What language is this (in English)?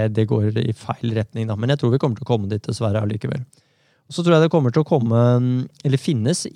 Norwegian